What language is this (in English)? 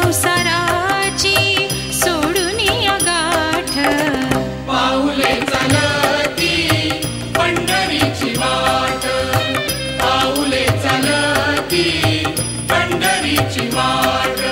Marathi